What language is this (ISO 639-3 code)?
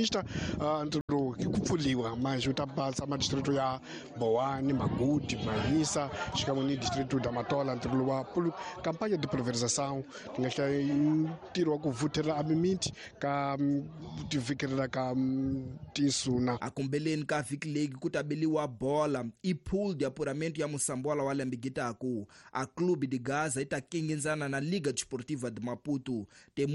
tso